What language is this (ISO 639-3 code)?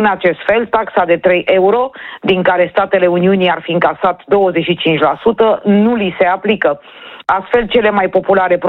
ron